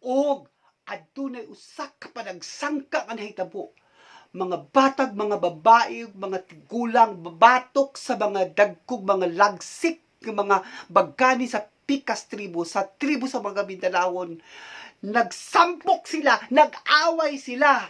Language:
Cebuano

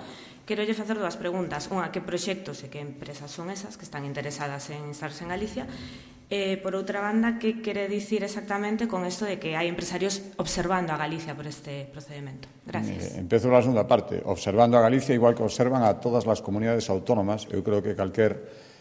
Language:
Galician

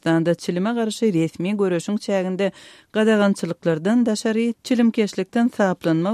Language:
Turkmen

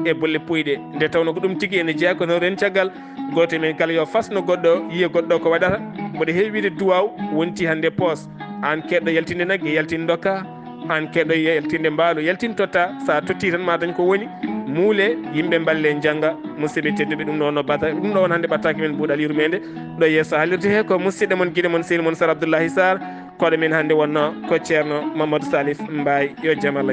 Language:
Fula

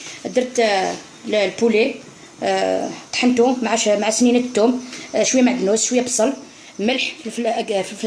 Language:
Algerian Arabic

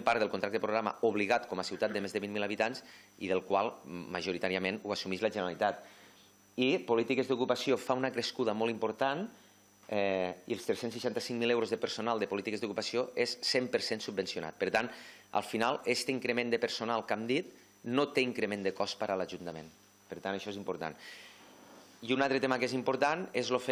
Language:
Catalan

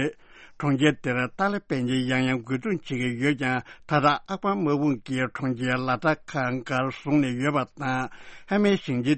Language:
Tibetan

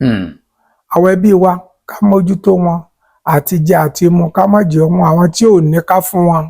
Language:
Yoruba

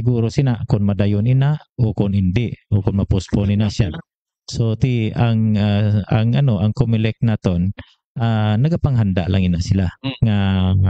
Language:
Hiligaynon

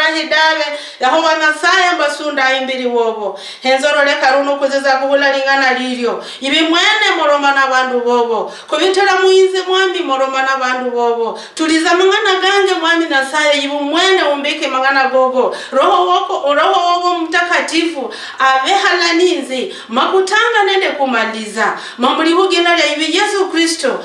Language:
Luyia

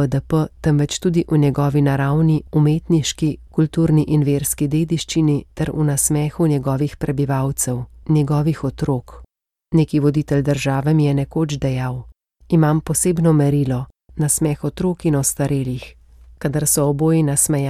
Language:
Slovenian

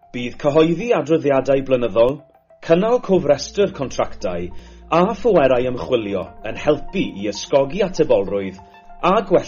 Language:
Welsh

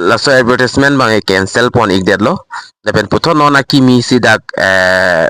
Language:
Karbi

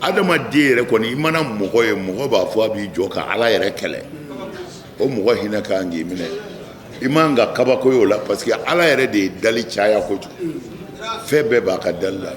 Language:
Bambara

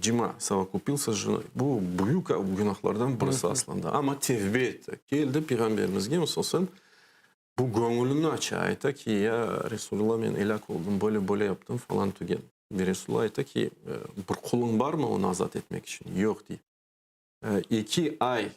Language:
Crimean Tatar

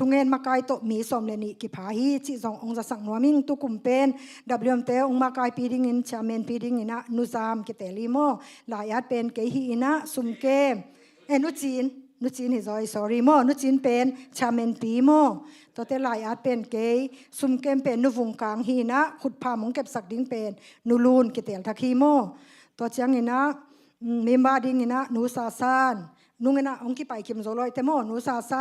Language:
Tedim Chin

